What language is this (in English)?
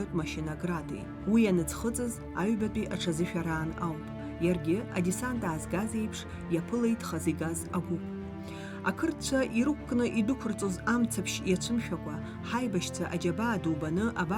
Abkhazian